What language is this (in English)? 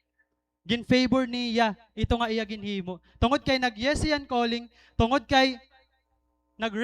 Waray